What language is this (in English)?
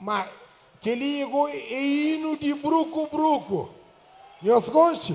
Kabuverdianu